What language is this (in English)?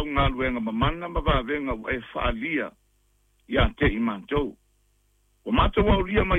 Samoan